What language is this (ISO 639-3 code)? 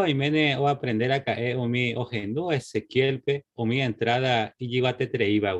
grn